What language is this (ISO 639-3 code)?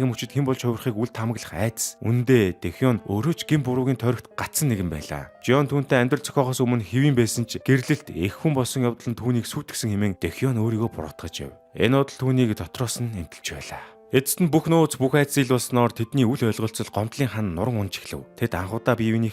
mon